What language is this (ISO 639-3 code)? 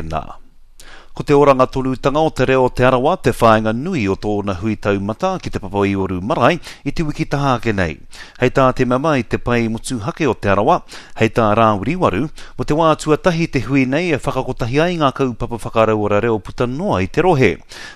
mri